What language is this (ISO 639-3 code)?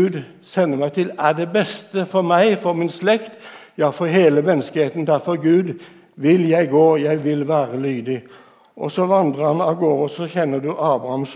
nor